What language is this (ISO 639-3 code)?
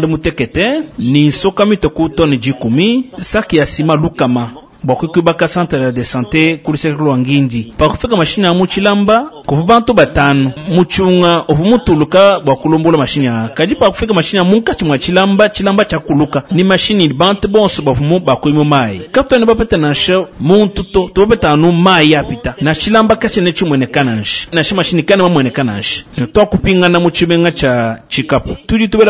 lua